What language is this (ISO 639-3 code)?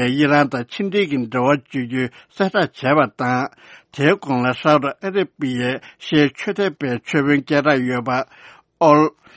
bod